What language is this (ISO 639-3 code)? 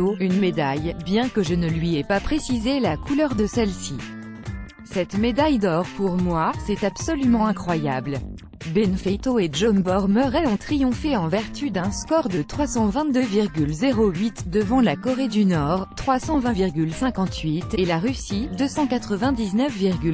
fra